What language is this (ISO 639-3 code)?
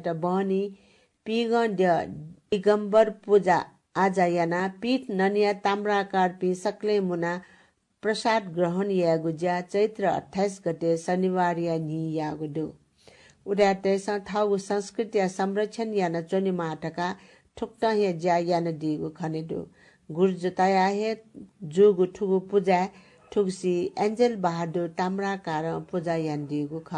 new